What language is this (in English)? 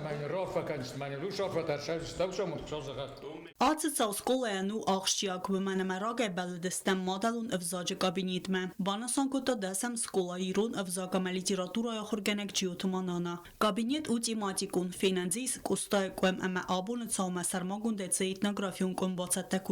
Ossetic